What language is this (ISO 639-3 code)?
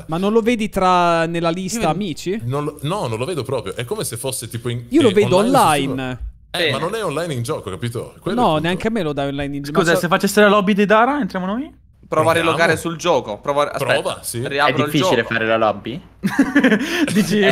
ita